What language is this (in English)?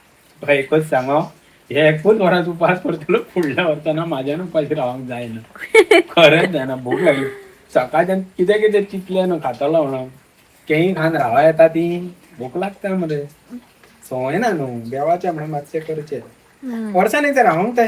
Konkani